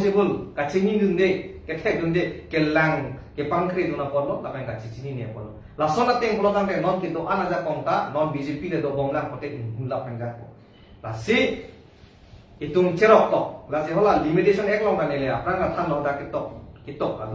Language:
Karbi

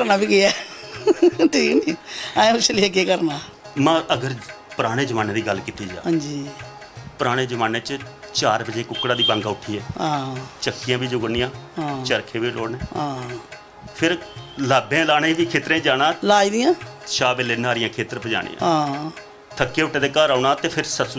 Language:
Dogri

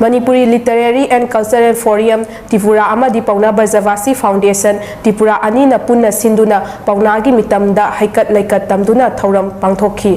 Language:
Manipuri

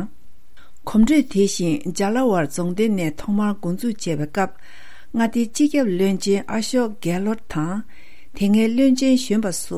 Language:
Tibetan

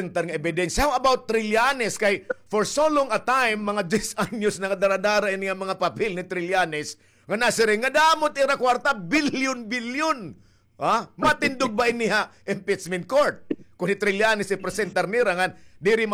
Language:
Waray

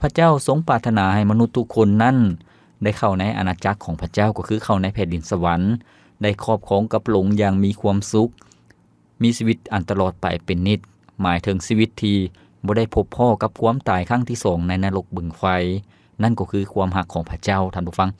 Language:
Lao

